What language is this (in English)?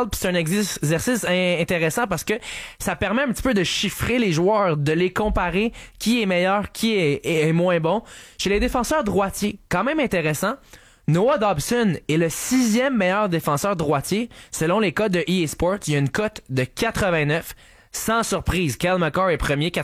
French